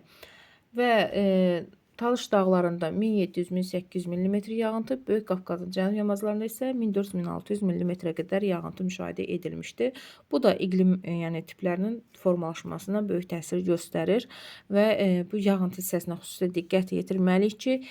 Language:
Azerbaijani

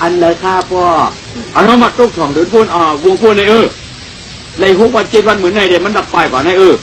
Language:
Shan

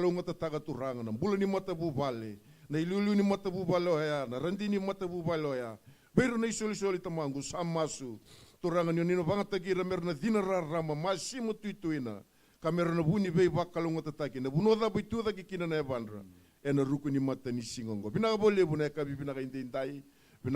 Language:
Fijian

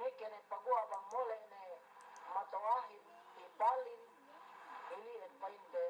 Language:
Yakan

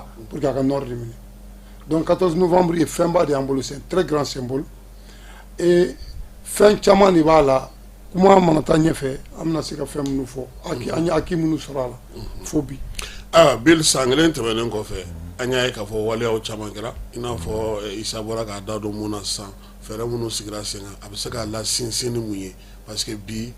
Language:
Bambara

